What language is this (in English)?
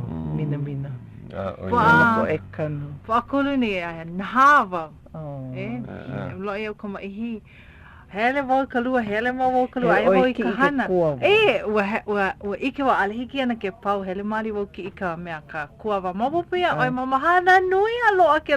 Hawaiian